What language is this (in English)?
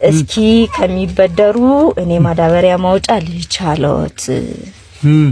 Amharic